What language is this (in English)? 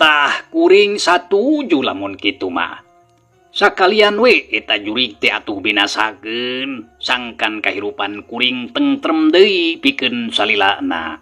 Sundanese